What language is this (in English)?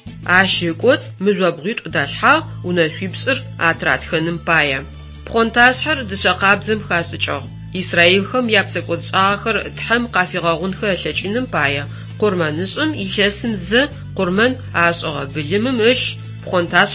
Adyghe